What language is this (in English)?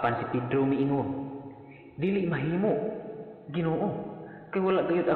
Cebuano